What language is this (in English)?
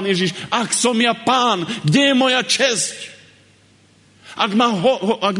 Slovak